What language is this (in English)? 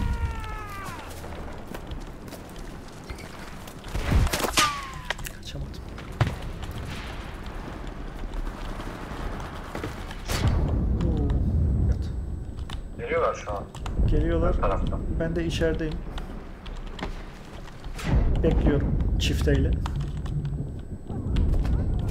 Turkish